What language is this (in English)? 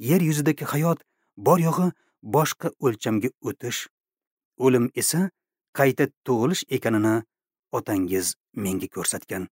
Uzbek